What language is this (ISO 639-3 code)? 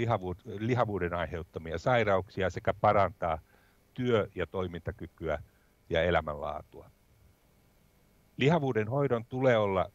fin